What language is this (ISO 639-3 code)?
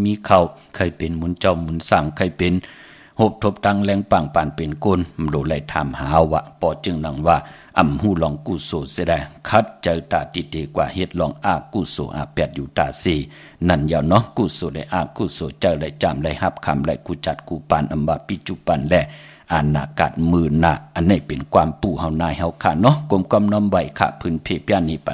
shn